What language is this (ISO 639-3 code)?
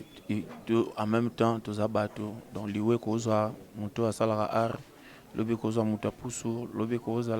lin